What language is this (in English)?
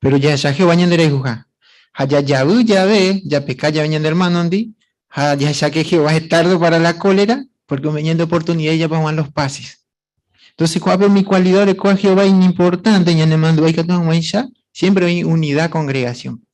Guarani